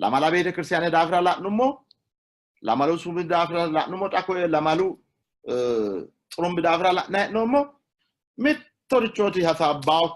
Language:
Sidamo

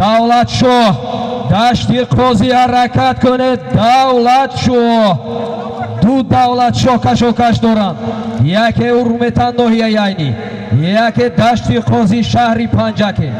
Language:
Tajik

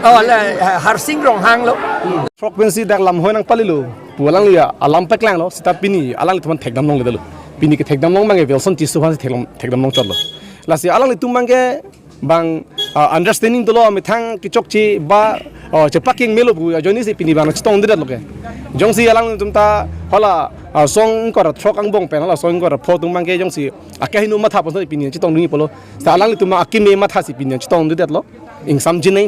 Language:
Karbi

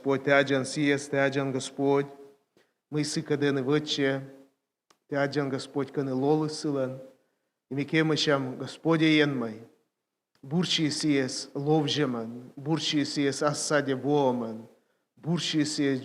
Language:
Komi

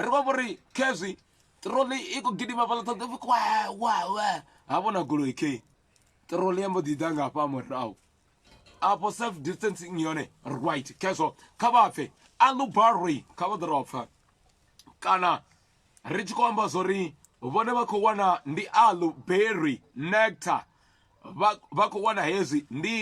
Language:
Venda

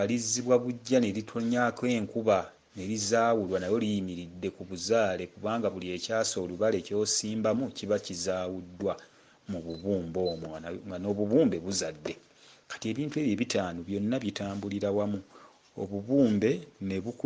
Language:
Ganda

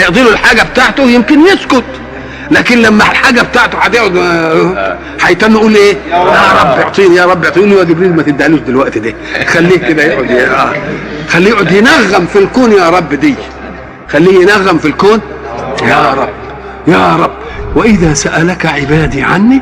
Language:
Egyptian Arabic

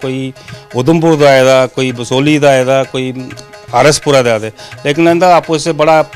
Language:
Dogri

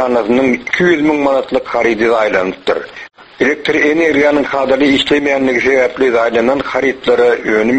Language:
Turkmen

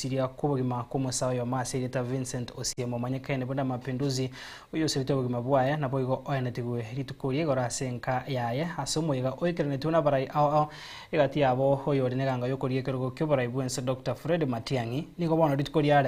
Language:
Gusii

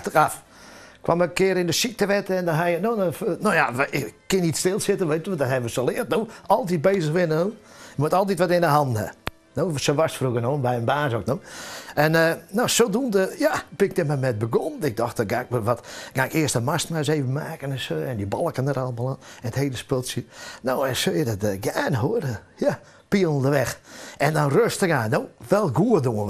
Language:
Western Frisian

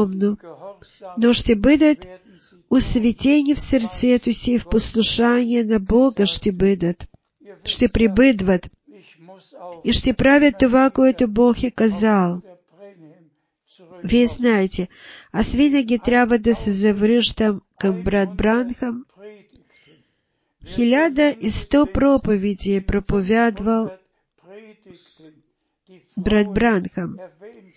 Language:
Bulgarian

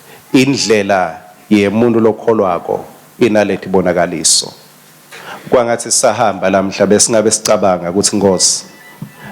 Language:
Swati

